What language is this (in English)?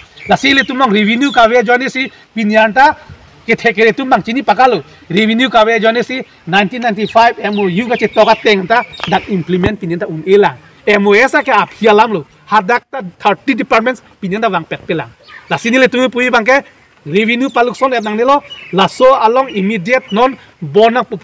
Karbi